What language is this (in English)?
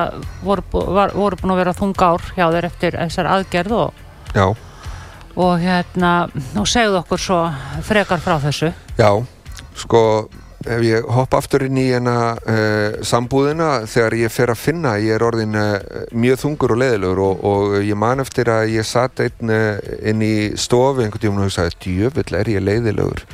Icelandic